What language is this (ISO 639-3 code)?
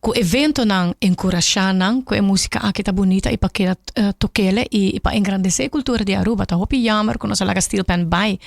pap